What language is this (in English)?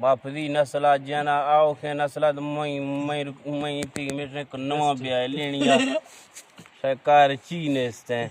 Eastern Balochi